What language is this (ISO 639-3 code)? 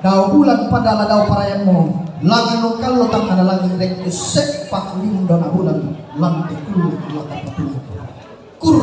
sda